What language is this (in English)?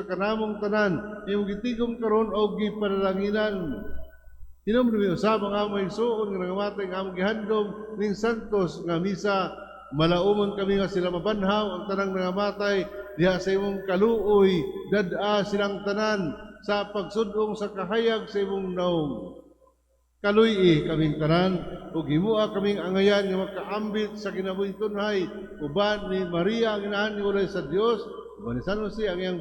Cebuano